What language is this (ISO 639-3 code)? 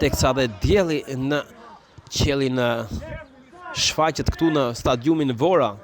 sqi